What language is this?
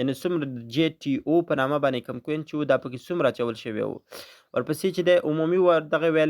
Pashto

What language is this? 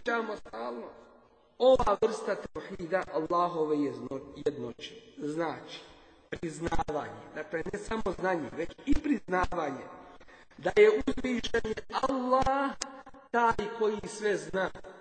Bosnian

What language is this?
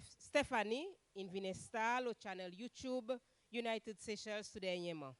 Seselwa Creole French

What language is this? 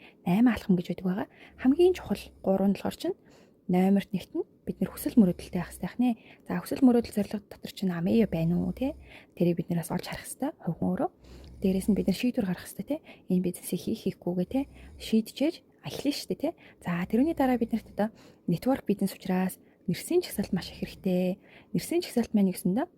Mongolian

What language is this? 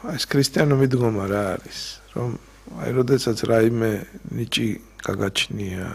Georgian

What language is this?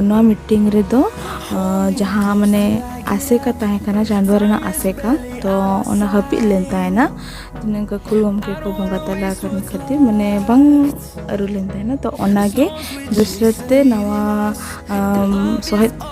Santali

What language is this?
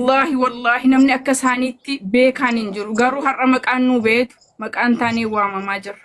Oromo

